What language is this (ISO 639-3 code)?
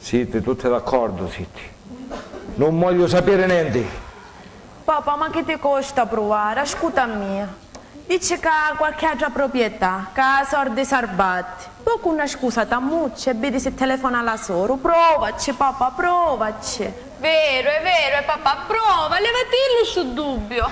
scn